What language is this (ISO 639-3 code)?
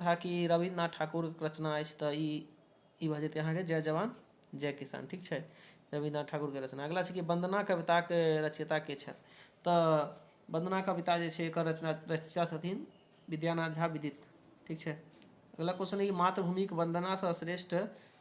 mai